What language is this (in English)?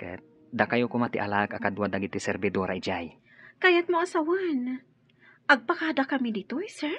Iloko